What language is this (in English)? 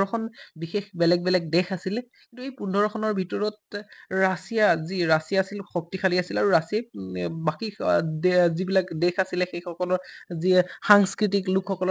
Assamese